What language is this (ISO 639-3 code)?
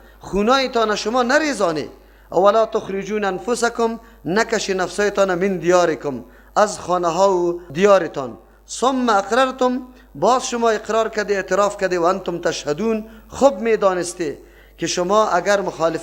fas